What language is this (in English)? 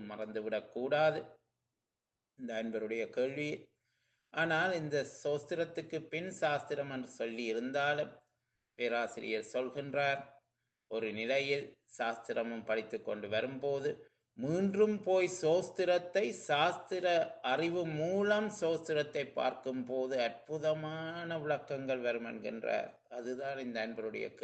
Tamil